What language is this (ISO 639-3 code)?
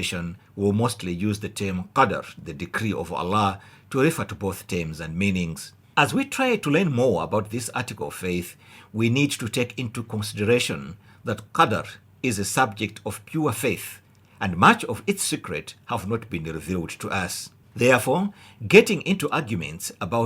eng